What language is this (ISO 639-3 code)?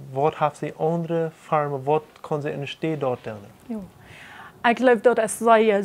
pdt